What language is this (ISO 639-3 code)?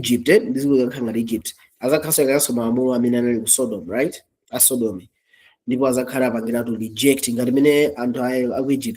nya